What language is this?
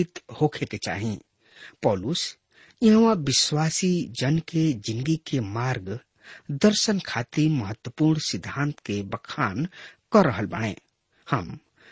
Bhojpuri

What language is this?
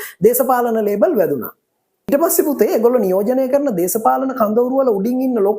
Sinhala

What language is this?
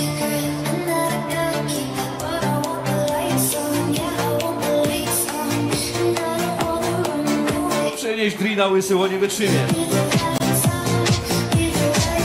Polish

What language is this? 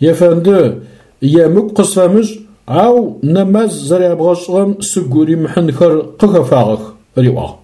Adyghe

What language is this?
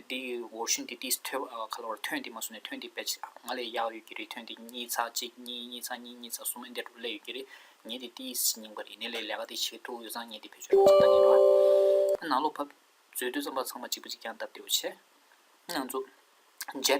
Tibetan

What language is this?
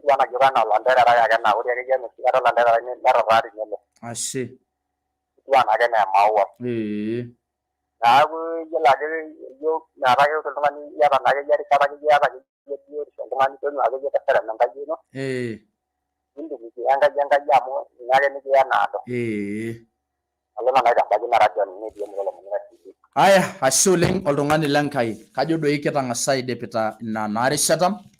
Masai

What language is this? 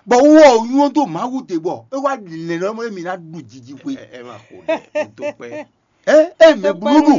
Fon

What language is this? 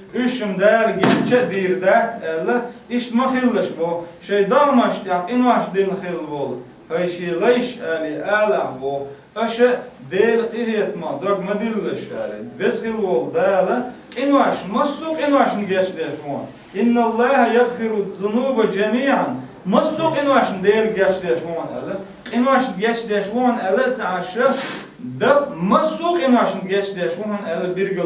Chechen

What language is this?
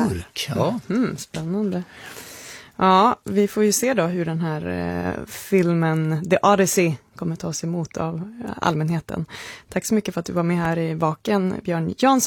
Swedish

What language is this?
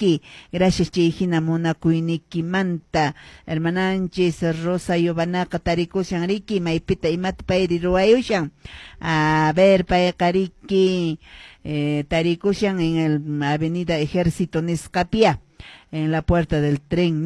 Quechua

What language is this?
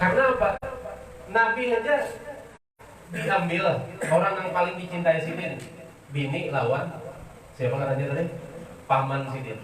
Banjar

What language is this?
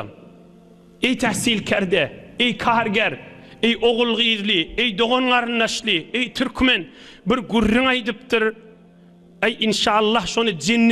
Turkmen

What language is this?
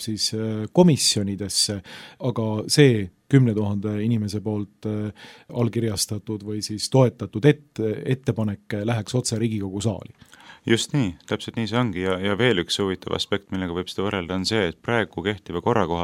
Estonian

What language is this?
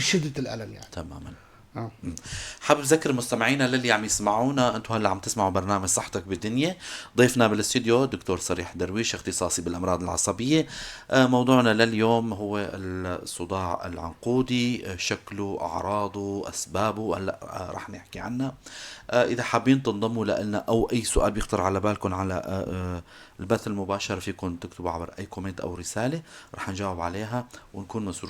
North Levantine Arabic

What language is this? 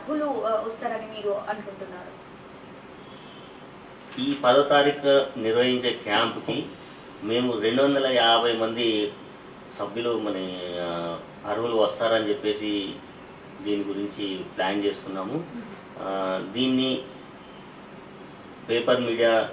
Telugu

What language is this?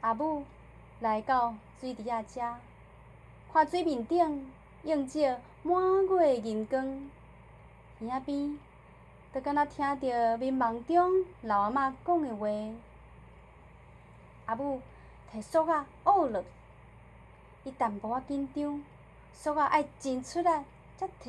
Min Nan Chinese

